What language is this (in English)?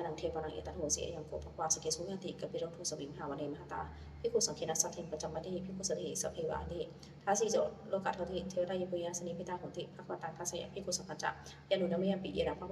Pali